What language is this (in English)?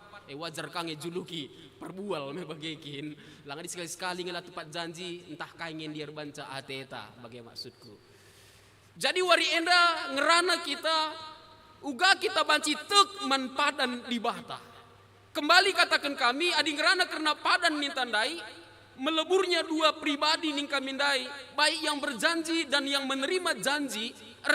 Batak Karo